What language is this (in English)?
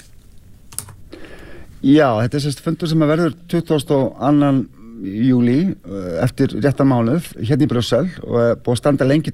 Icelandic